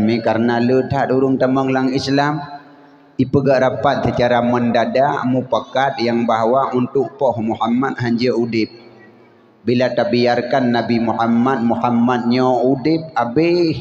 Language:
Achinese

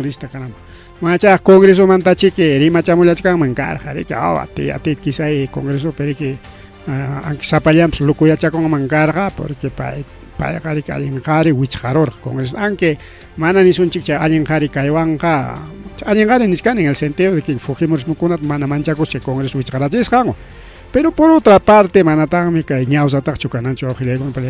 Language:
Ayacucho Quechua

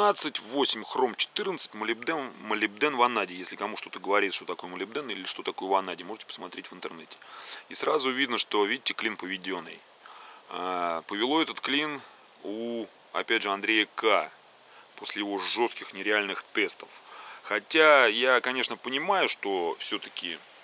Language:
Russian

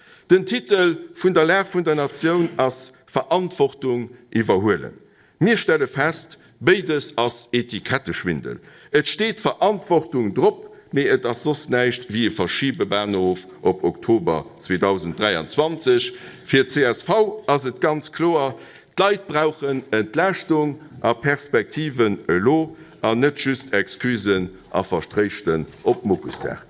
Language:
Luxembourgish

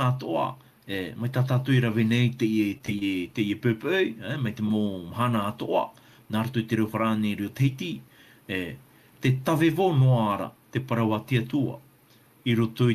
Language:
Tahitian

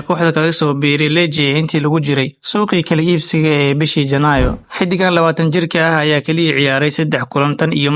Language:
Somali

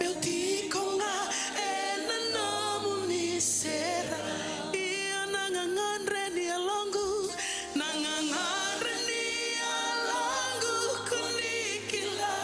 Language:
Fijian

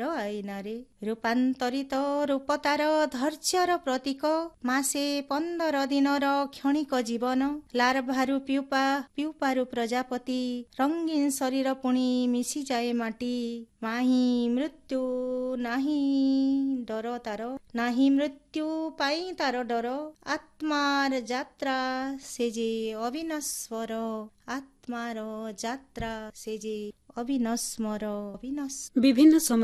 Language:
Odia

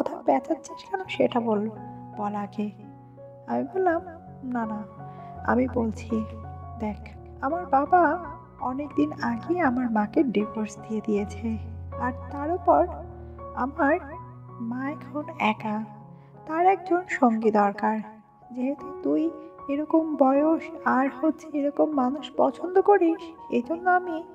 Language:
Bangla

